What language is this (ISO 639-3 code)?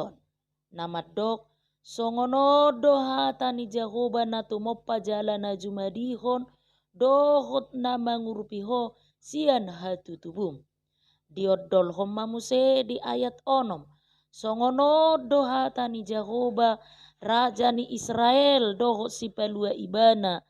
bbc